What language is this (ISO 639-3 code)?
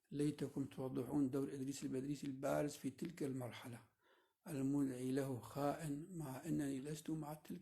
kur